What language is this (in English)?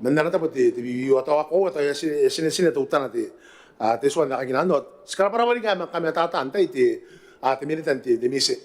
Gilbertese